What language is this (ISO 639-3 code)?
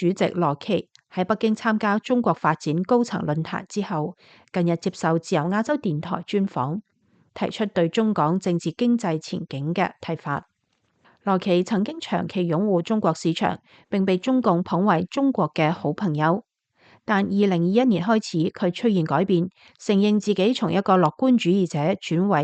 yue